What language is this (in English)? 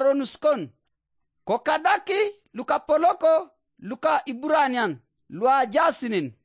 Teso